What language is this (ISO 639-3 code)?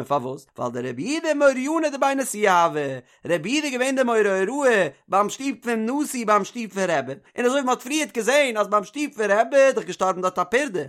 yid